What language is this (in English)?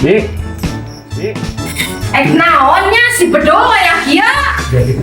Sundanese